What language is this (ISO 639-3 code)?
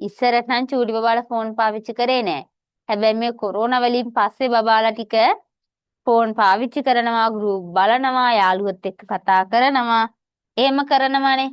sin